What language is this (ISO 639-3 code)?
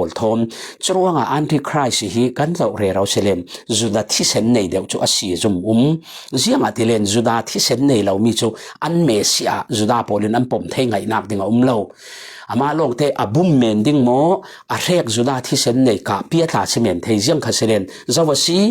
cfm